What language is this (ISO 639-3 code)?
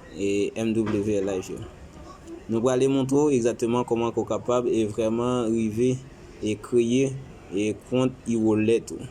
hat